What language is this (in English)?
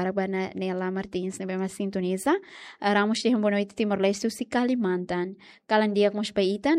Tetum